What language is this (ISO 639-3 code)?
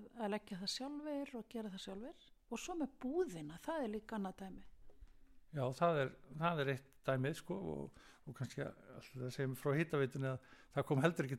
isl